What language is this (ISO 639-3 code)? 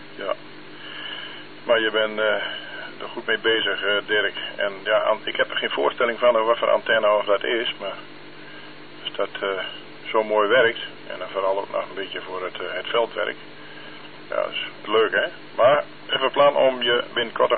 nld